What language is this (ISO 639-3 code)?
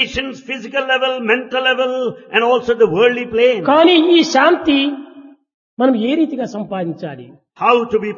tel